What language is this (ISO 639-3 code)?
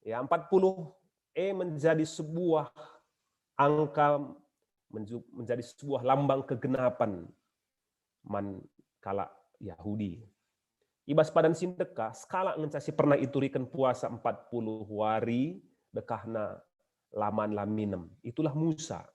btx